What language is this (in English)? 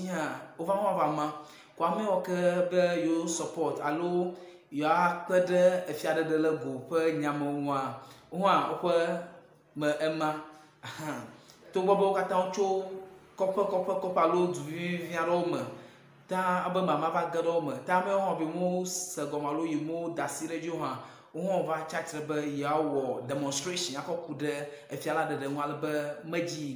Ewe